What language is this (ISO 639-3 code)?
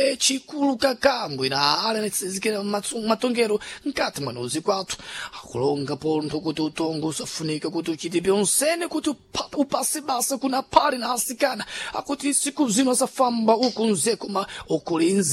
seh